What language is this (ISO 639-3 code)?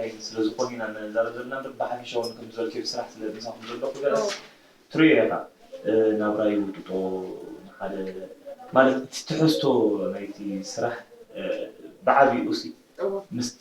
tir